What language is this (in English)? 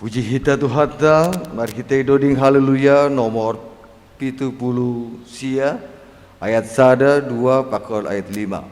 Batak Simalungun